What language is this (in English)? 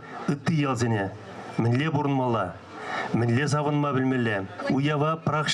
Chuvash